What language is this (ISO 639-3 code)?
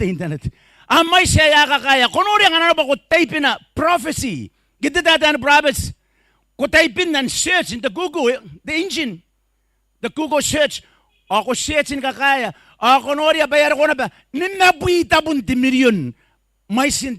gil